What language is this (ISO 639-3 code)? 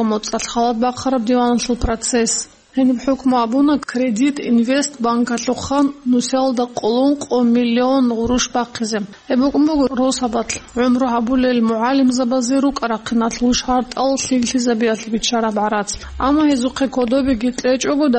ava